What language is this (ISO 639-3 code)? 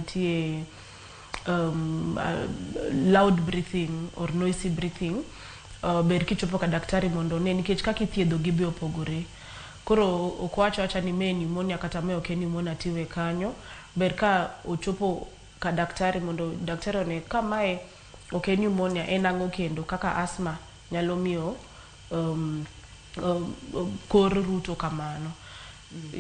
luo